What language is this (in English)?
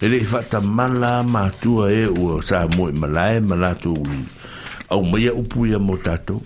Samoan